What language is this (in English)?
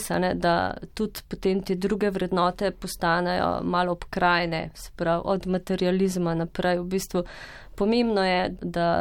Slovenian